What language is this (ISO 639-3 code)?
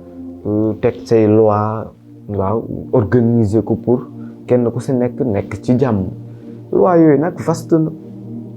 wol